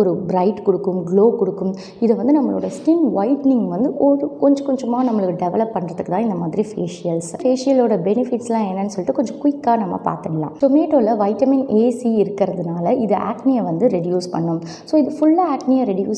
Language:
Tamil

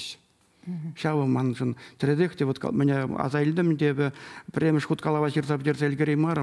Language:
Chuvash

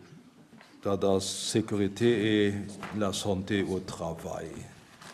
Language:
Luxembourgish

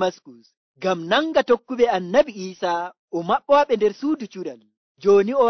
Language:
Nigerian Fulfulde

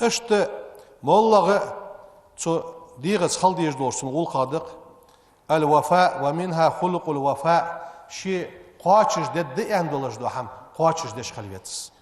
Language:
Ingush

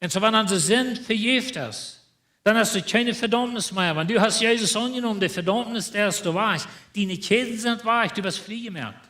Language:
Plautdietsch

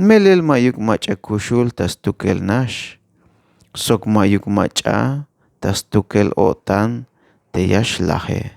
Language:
Tzeltal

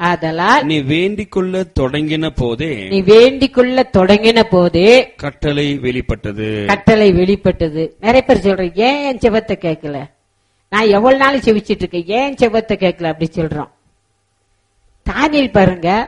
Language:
Tamil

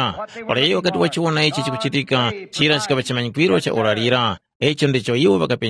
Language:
Tumbuka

